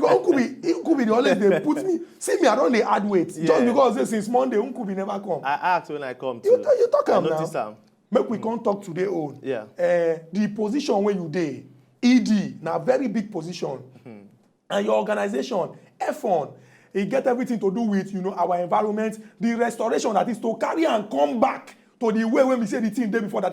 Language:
Nigerian Pidgin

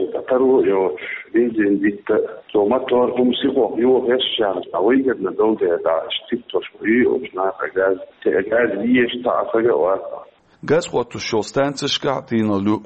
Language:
Chechen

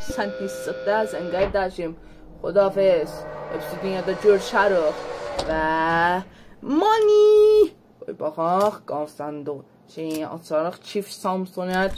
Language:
South Azerbaijani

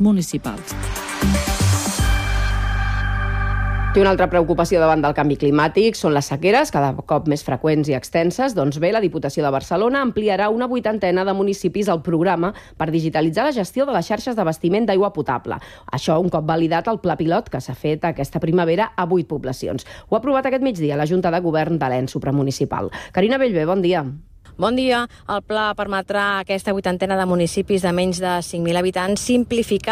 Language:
Catalan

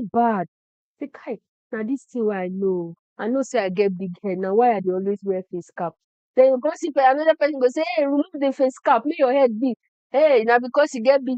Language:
Nigerian Pidgin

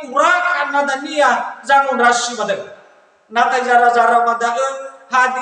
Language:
Nias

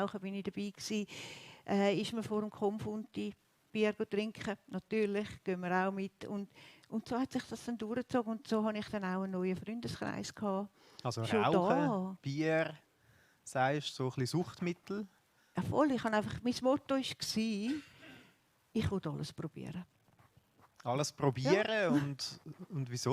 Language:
Swiss German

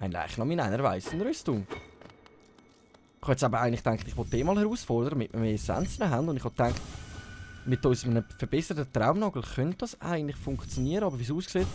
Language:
Swiss German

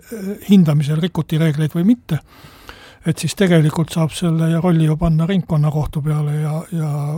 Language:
Estonian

